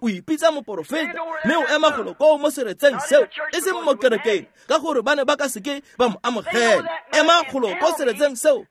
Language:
Tswana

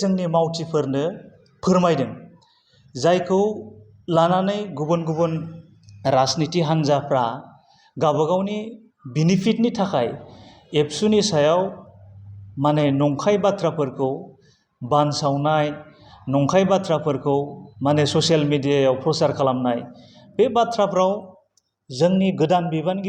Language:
Bodo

